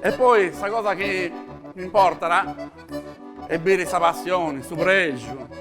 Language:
Sardinian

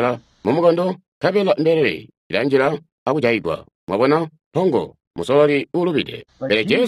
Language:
Tonga (Zambia)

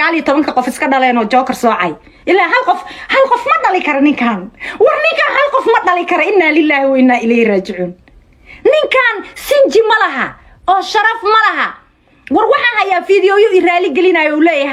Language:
Somali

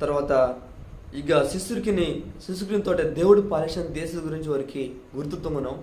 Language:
Koya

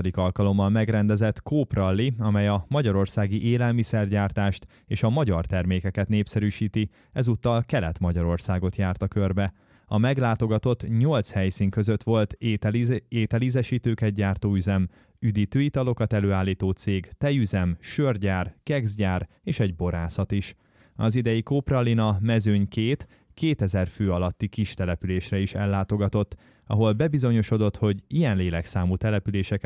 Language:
Hungarian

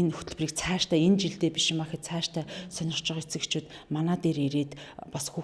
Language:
Mongolian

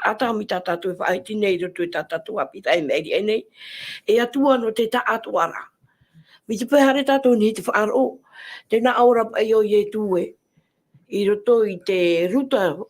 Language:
Tahitian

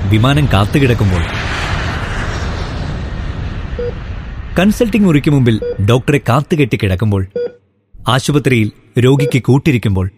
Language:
Malayalam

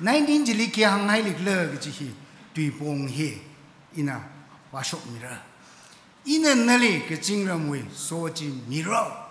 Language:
Tangkhul Naga (India)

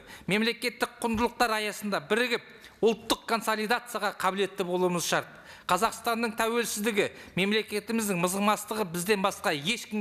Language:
Kazakh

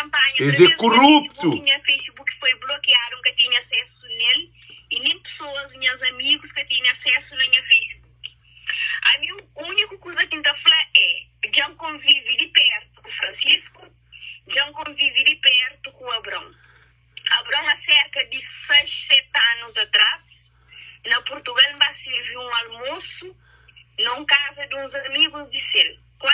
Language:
Kabuverdianu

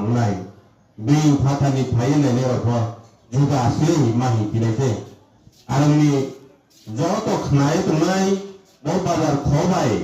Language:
Riang (India)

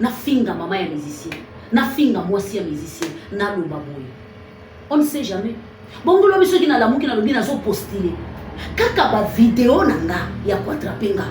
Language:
Lingala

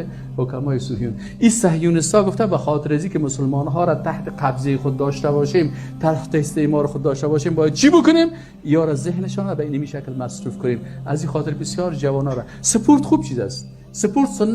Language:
Persian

